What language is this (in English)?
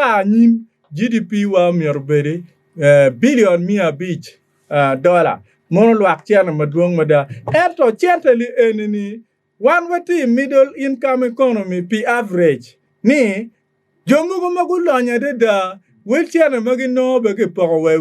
Acoli